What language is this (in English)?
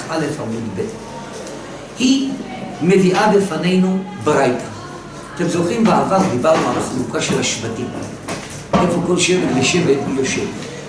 Hebrew